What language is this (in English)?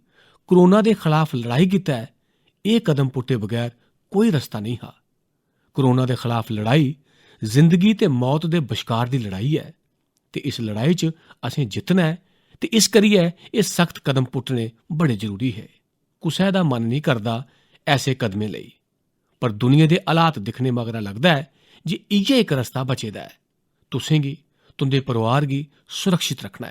Dogri